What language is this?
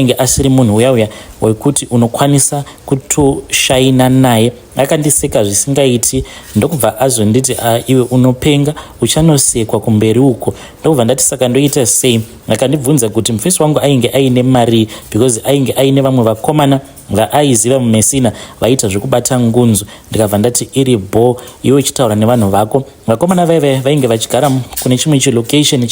Shona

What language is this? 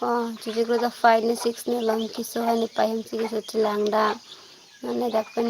Karbi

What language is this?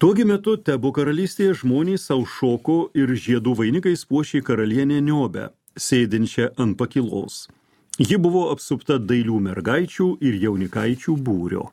Lithuanian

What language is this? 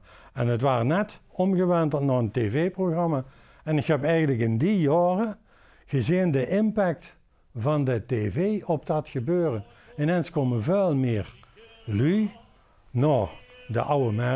Limburgish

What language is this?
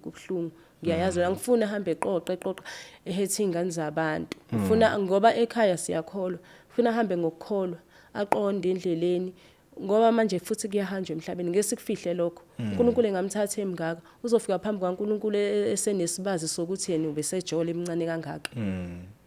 Zulu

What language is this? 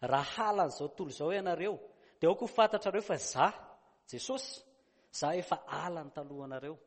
Malagasy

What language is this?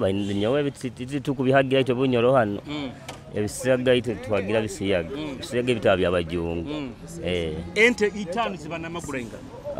Nyoro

